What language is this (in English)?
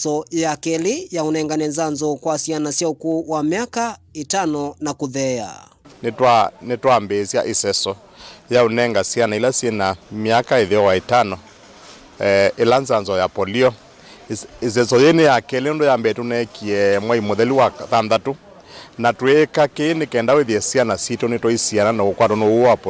Kamba